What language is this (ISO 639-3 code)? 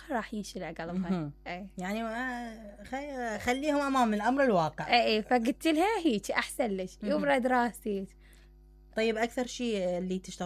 acm